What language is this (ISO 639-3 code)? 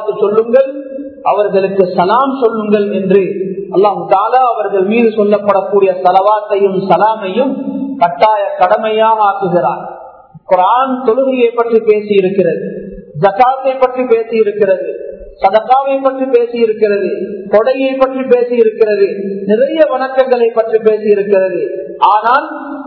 tam